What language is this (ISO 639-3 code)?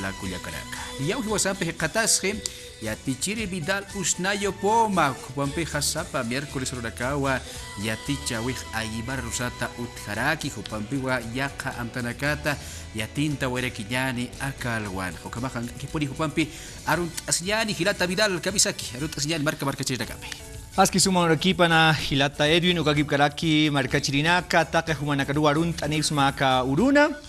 aym